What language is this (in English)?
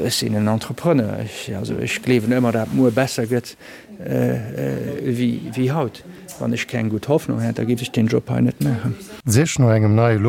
Luxembourgish